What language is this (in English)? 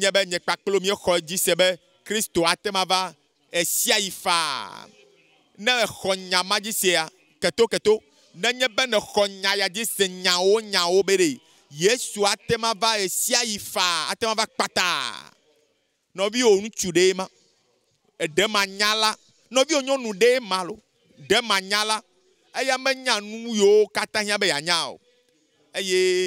Ewe